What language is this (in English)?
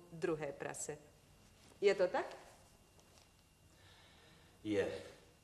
Czech